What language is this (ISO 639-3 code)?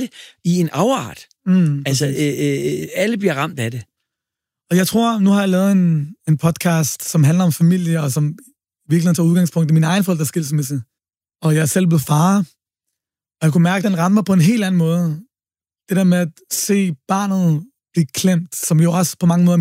dan